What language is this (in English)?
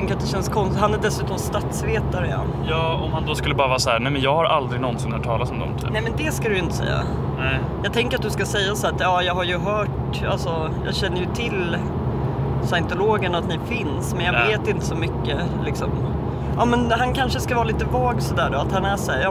Swedish